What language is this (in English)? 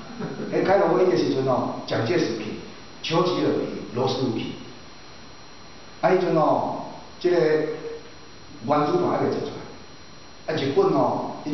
Min Nan Chinese